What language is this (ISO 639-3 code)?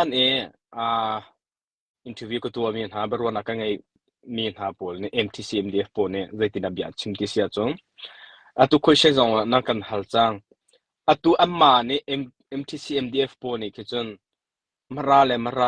cnh